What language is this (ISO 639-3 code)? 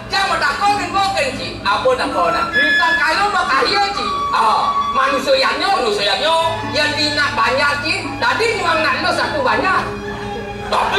ban